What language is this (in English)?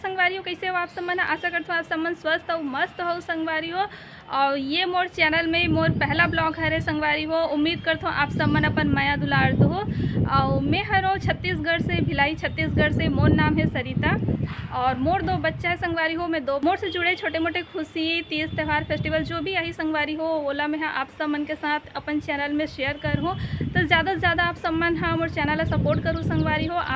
Chhattisgarhi